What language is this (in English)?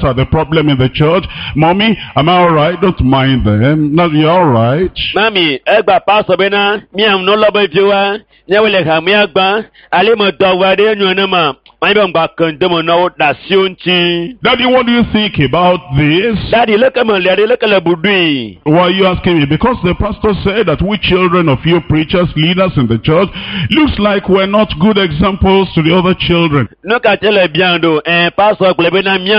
Ewe